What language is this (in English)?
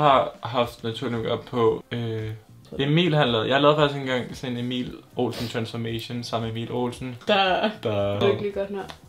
Danish